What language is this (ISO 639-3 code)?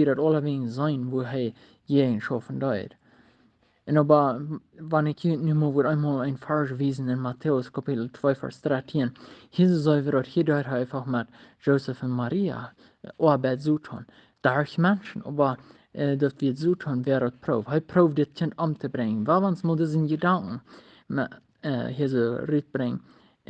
pdt